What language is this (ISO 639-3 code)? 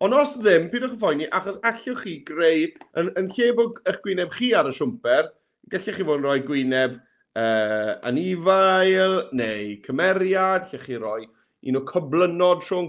cym